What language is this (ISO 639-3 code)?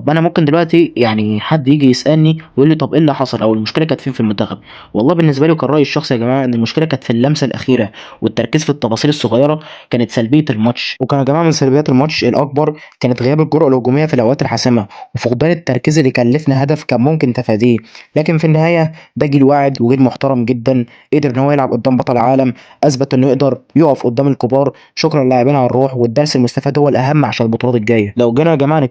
arz